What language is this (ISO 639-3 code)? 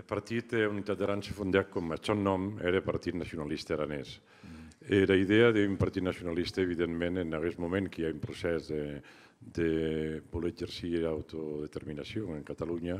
oci